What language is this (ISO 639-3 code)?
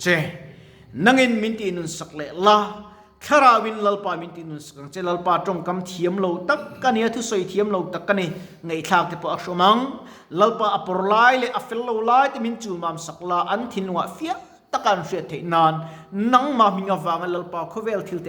lus